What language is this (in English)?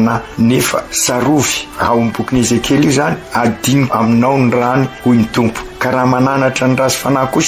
Malagasy